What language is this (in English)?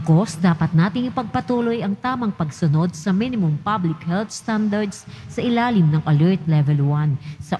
Filipino